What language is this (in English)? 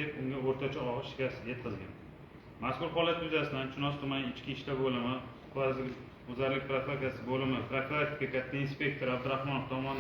Uzbek